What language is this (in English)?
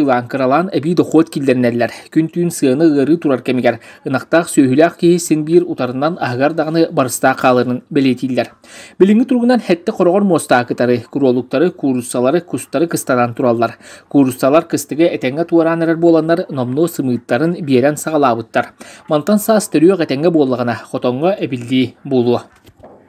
Yakut